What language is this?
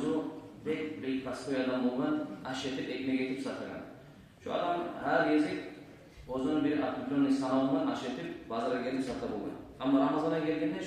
Kumyk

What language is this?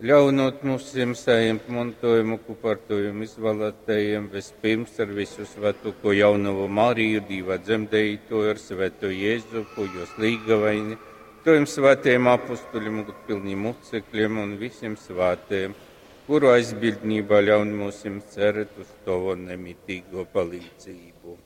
Latgalian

